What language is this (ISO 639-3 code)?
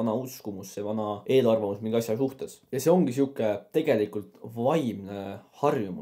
est